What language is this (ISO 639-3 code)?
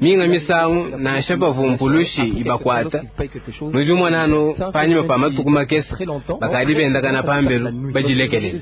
lua